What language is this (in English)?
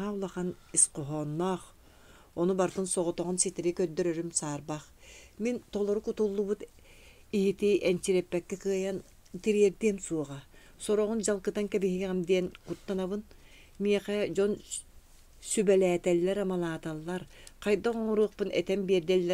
Yakut